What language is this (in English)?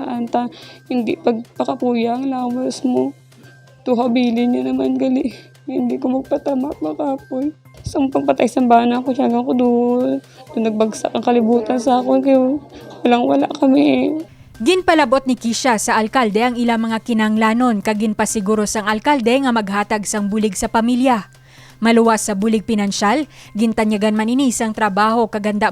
Hiligaynon